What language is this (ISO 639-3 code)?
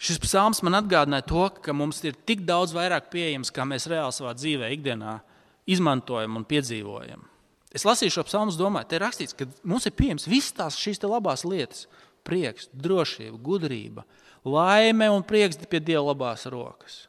lav